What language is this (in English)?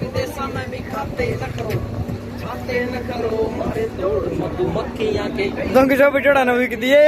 Haryanvi